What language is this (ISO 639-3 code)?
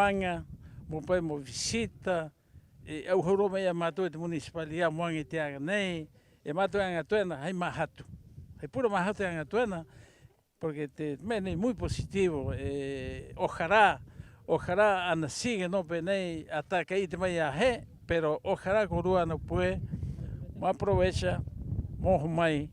rap